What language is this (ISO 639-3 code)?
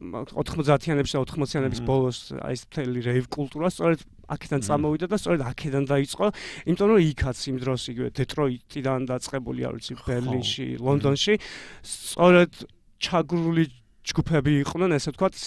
kat